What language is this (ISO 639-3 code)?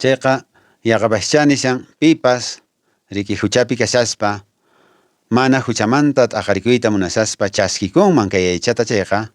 que